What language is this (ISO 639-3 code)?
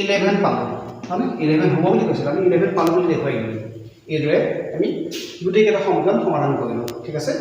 asm